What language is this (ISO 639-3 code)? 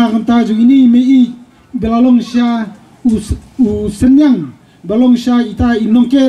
kha